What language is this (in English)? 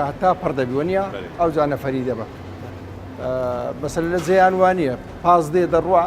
Central Kurdish